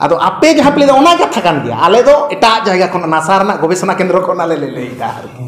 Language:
Santali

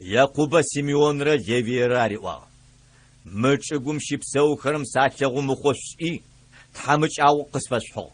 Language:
Adyghe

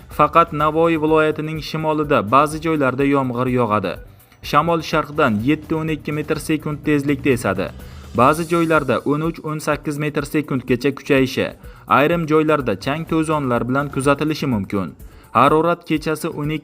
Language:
Uzbek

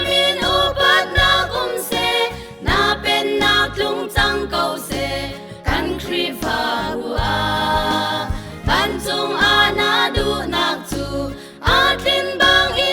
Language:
Hakha Chin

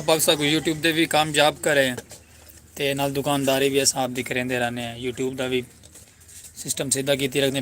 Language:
Saraiki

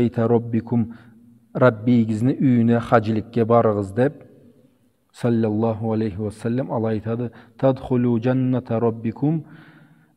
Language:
Karachay-Balkar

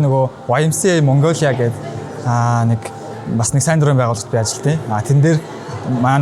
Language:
Mongolian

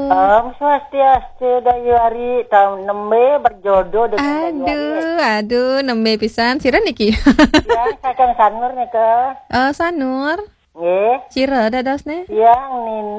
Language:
Balinese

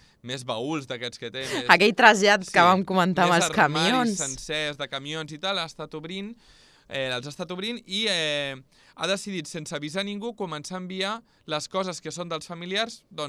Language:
Catalan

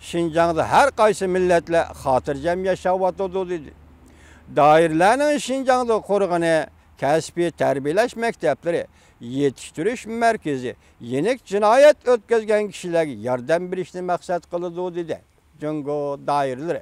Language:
Uyghur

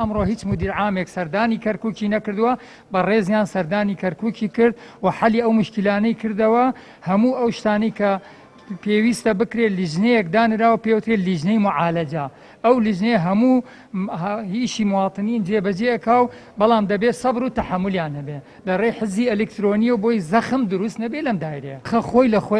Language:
Central Kurdish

